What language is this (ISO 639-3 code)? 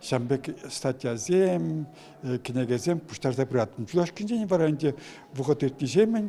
chv